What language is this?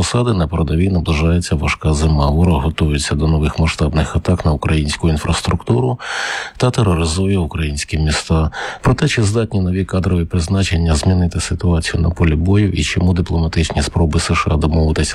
Ukrainian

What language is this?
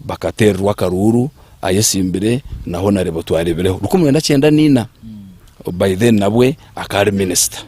Nyankole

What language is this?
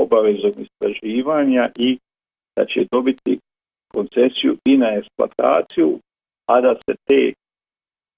Bosnian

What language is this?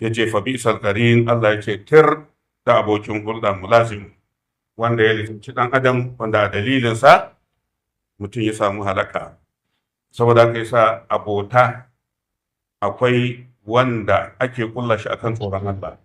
Hausa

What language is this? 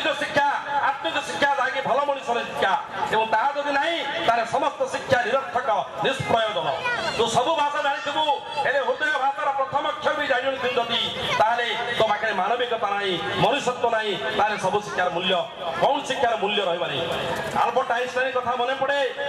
Odia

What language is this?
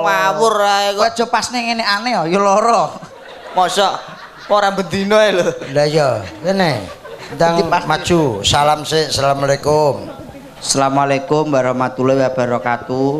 Javanese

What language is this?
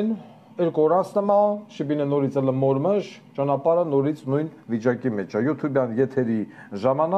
Armenian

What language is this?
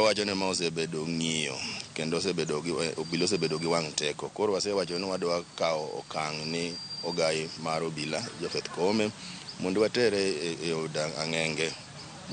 Luo (Kenya and Tanzania)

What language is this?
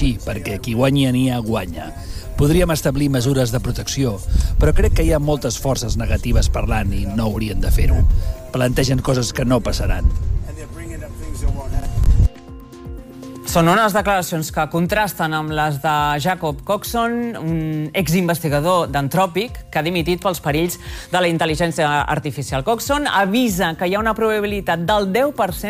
Catalan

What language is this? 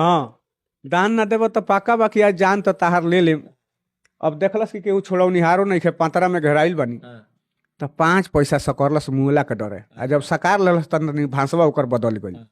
Bhojpuri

